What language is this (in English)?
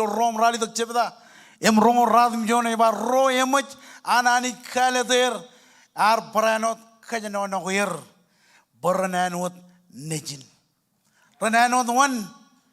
Marshallese